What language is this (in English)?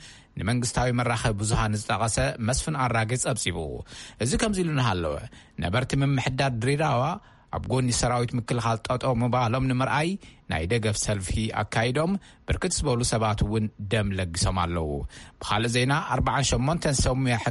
Tigrinya